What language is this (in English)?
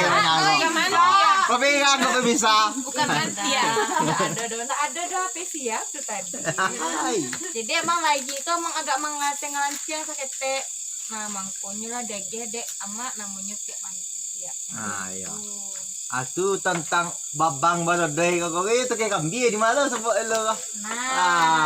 Minangkabau